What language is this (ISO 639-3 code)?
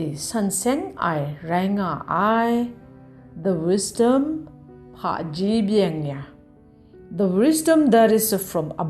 kac